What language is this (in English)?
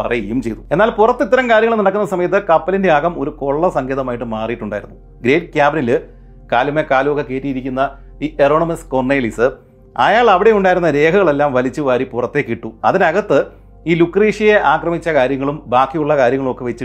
Malayalam